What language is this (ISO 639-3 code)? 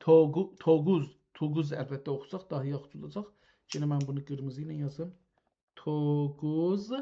azb